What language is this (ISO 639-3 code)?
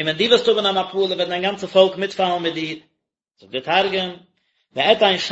yid